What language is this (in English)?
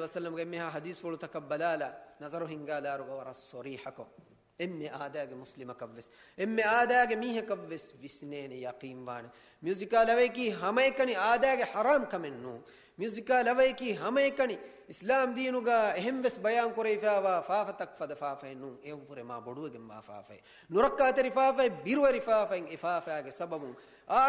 Divehi